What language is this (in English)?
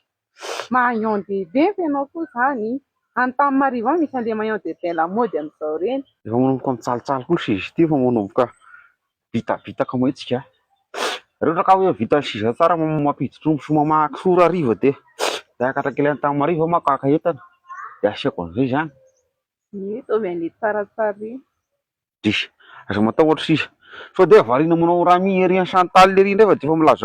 Malagasy